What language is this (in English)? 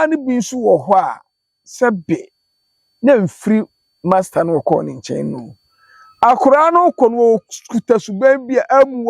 Akan